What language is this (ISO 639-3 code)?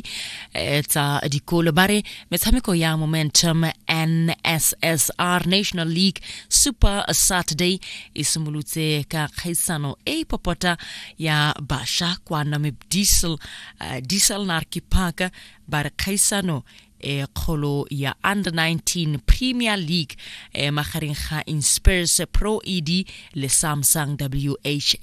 tsn